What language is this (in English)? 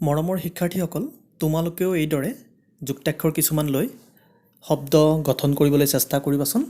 Assamese